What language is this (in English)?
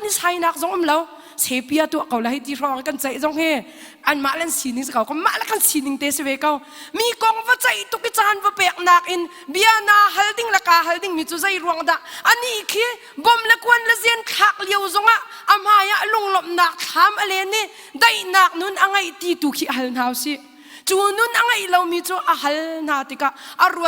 Hakha Chin